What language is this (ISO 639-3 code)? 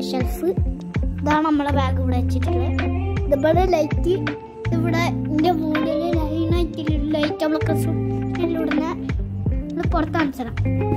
mal